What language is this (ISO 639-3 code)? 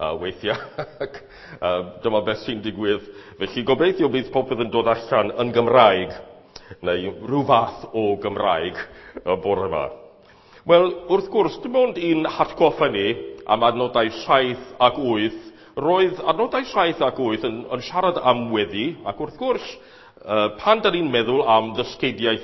cym